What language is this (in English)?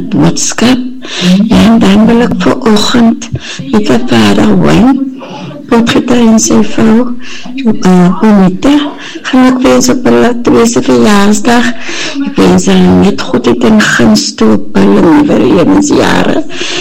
Afrikaans